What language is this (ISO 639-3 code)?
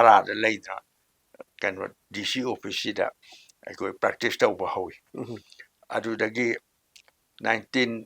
mni